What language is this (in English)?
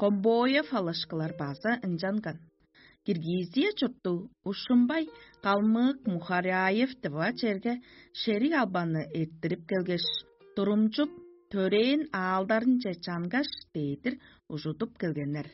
Tuvinian